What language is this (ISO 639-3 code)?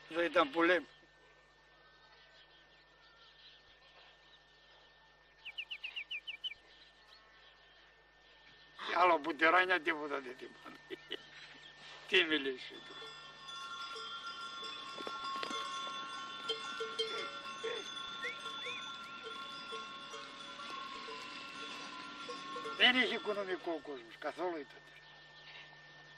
ell